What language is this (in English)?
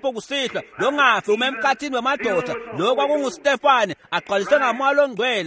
Swati